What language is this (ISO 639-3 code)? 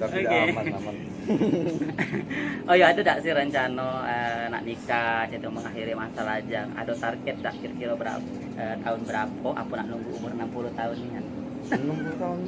mui